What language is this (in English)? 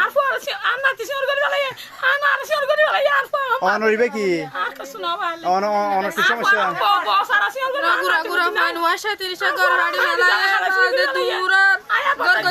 Rohingya